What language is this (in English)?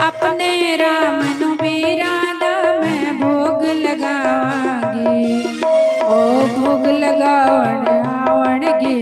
Dogri